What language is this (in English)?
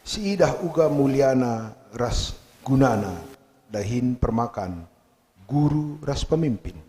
Batak Karo